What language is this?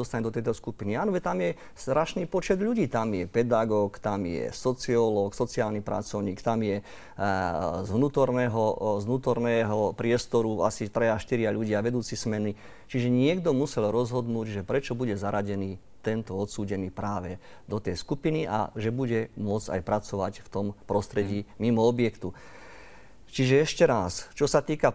Slovak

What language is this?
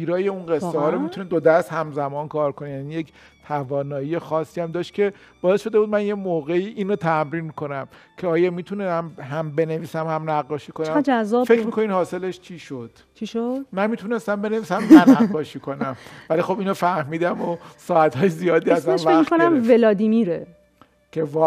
Persian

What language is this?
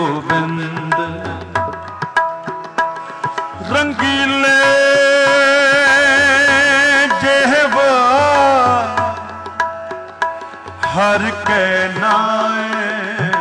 Punjabi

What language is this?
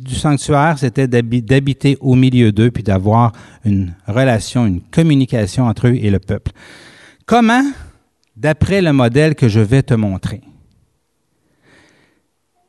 French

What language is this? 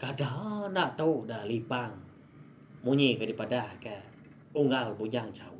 Iban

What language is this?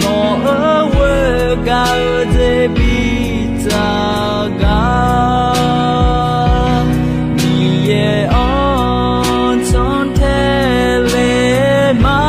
Akha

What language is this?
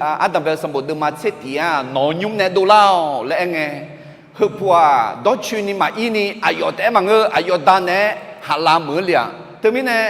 Akha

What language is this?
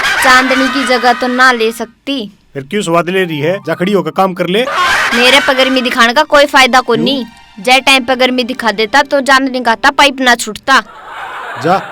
Haryanvi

